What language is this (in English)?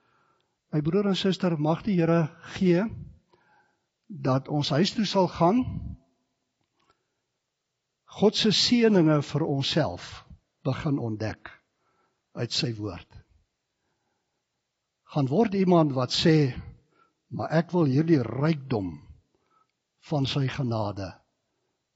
Afrikaans